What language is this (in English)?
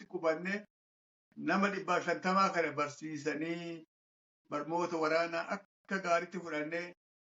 Oromo